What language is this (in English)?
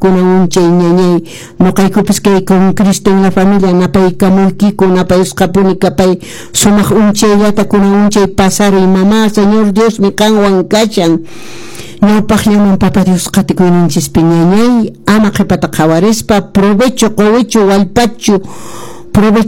Quechua